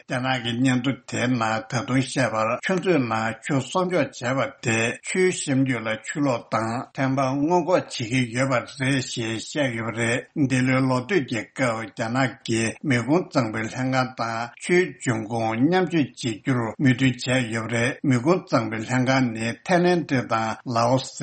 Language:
Tibetan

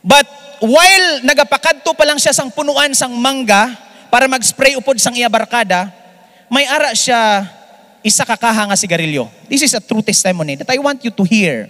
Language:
Hiligaynon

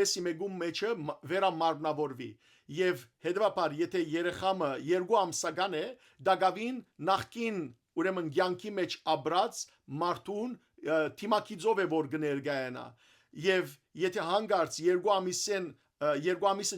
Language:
Western Armenian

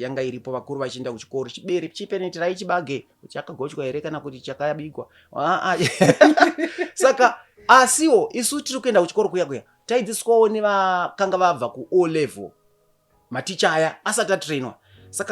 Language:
Shona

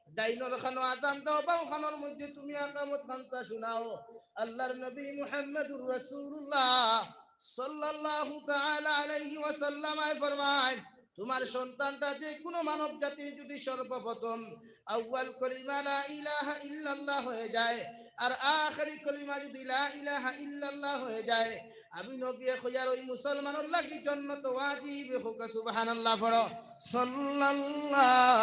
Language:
Sylheti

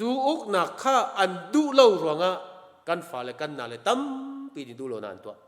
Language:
Hakha Chin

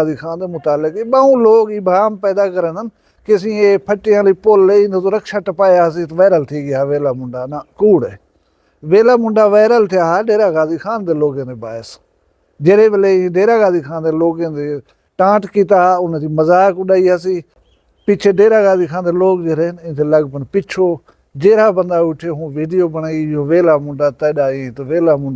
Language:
Saraiki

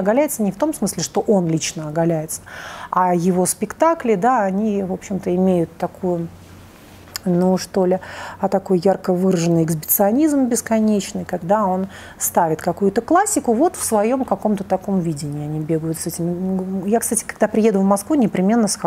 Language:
Russian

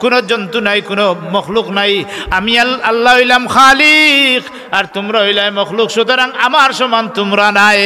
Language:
Sylheti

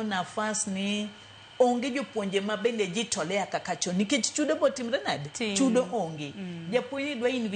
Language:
Luo (Kenya and Tanzania)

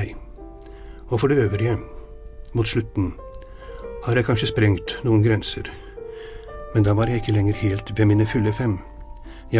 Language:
Norwegian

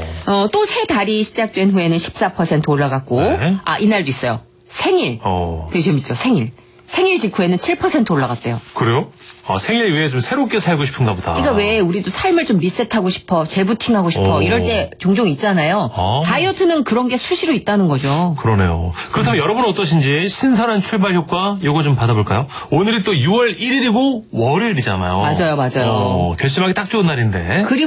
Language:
Korean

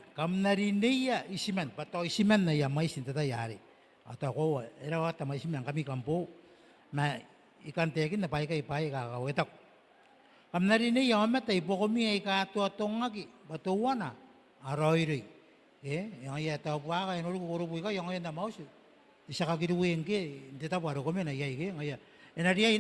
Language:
Gilbertese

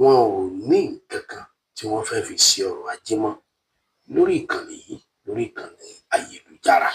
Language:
Yoruba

